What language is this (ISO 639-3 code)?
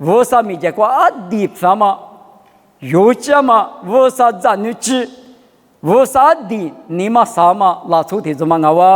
lis